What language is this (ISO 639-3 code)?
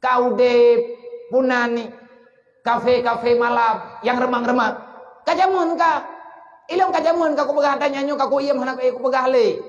ace